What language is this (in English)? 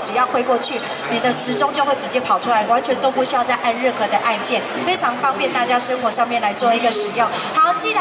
Chinese